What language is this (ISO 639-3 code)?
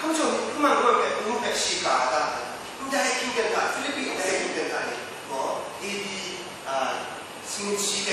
kac